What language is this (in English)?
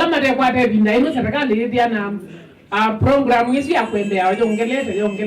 Kamba